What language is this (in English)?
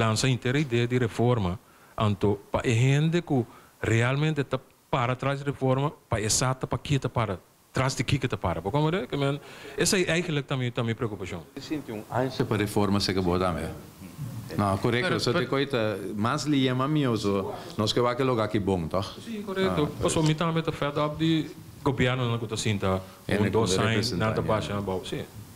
Papiamento